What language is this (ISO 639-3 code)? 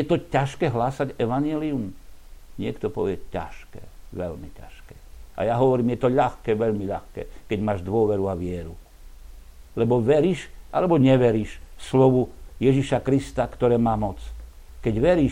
slk